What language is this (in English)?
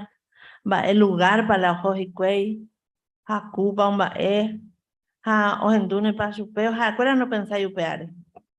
Guarani